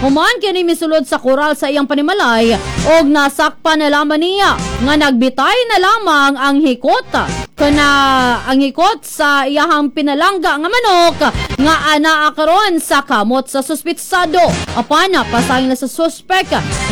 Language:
Cebuano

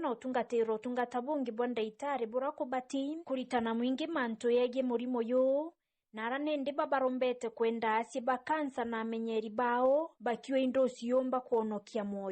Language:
Meru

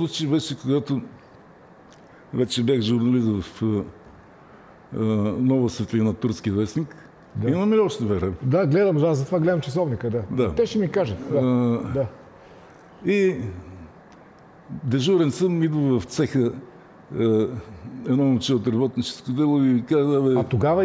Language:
Bulgarian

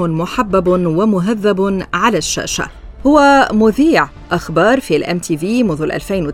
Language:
North Levantine Arabic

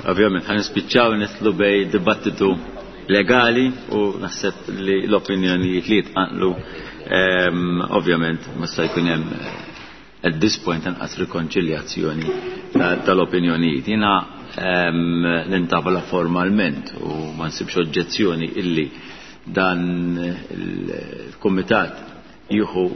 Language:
Maltese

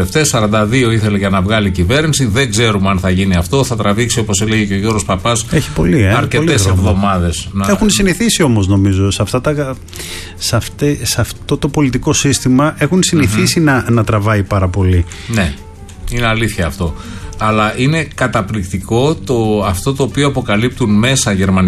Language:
Greek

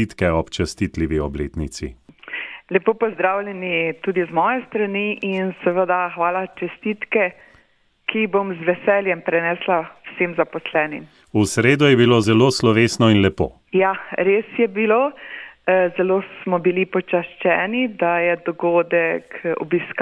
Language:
Slovenian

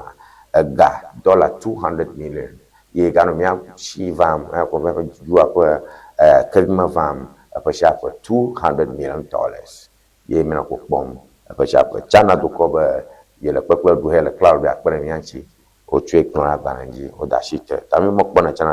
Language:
Ewe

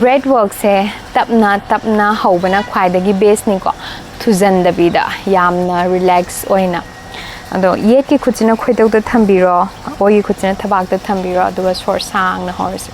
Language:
Manipuri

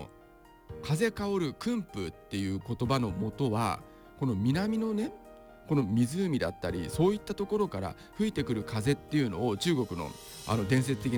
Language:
Japanese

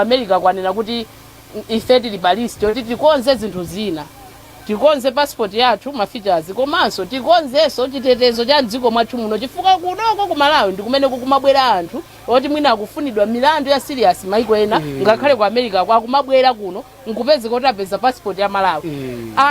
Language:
Nyanja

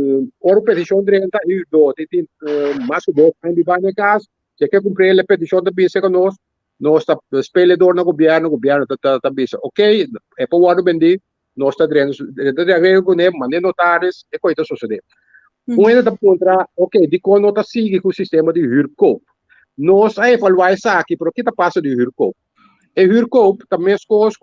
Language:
Papiamento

